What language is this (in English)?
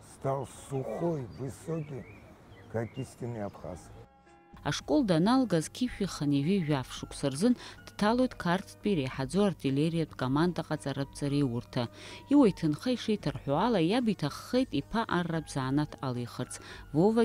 Abkhazian